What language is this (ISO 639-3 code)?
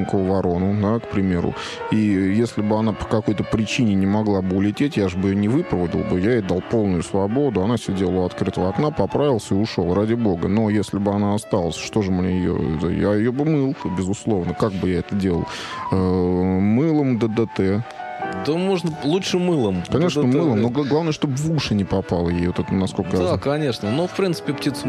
rus